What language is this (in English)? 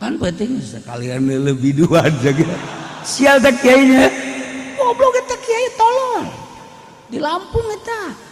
Sundanese